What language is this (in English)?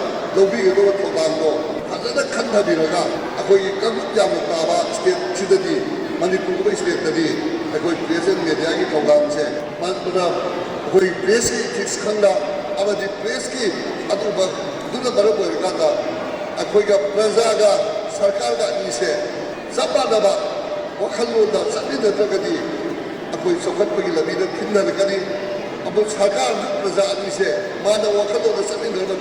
Manipuri